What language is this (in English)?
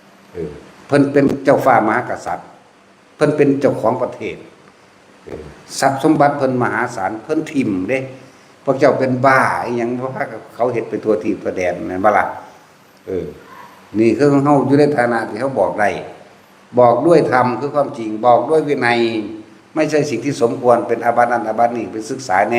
Northeastern Thai